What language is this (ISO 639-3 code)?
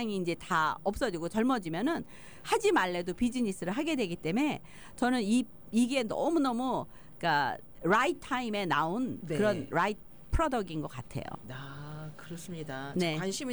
kor